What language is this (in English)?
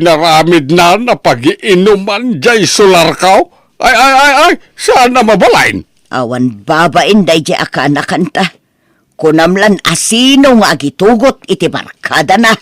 Iloko